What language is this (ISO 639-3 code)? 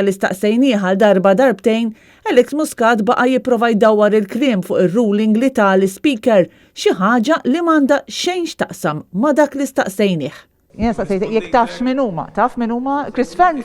mlt